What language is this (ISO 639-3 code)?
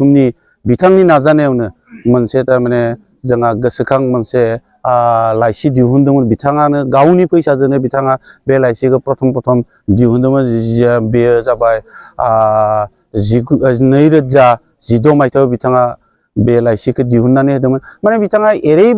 brx